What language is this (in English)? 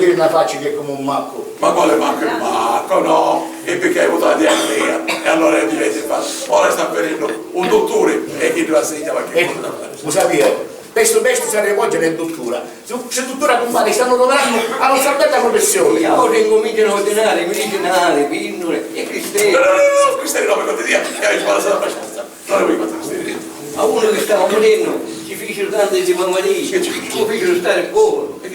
Sicilian